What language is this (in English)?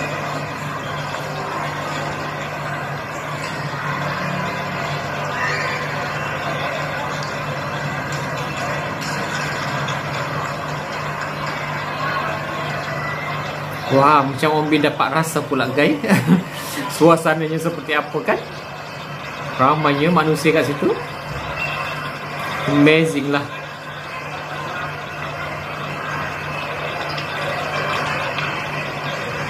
Malay